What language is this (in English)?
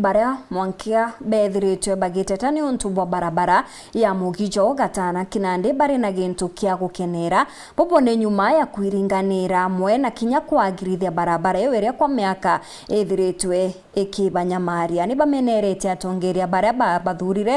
Meru